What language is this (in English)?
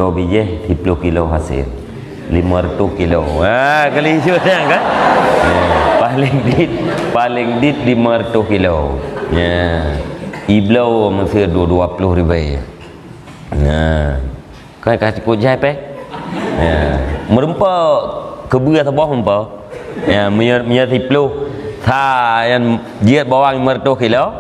Achinese